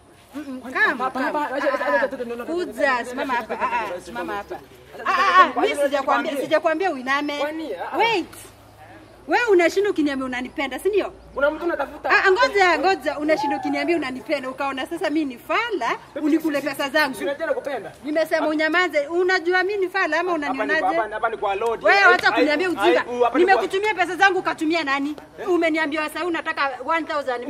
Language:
Swahili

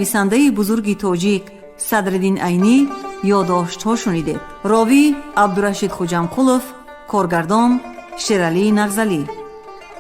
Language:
Tajik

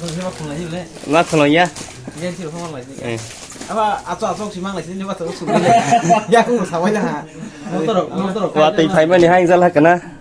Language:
Kok Borok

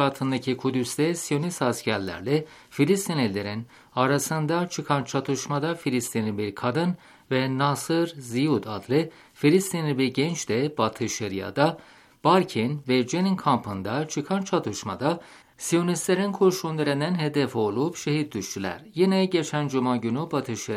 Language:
Turkish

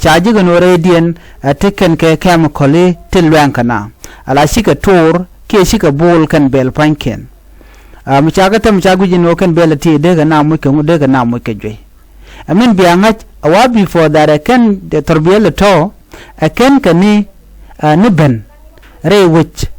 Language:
Nuer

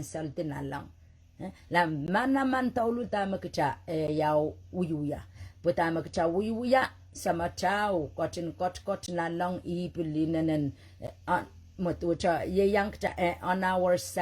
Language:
Pohnpeian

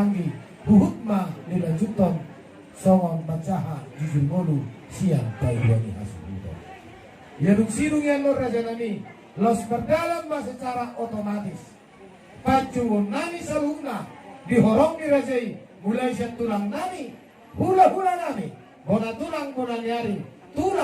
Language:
Batak Toba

